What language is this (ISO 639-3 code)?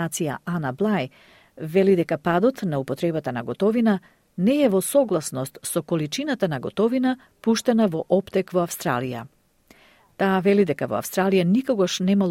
mkd